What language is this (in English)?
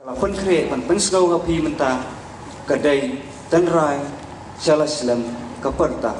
Khasi